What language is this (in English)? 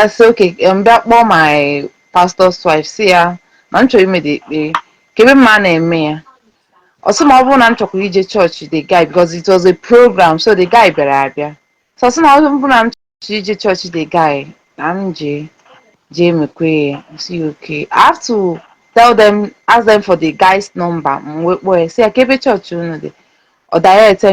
Igbo